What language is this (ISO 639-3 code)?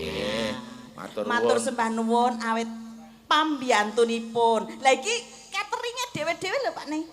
jav